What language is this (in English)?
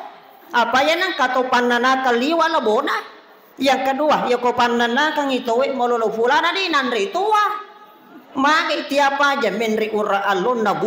Buginese